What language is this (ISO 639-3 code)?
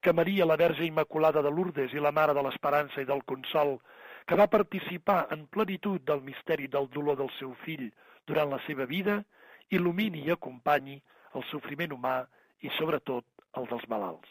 cat